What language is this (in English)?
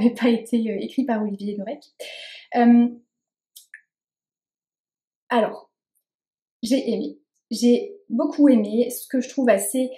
French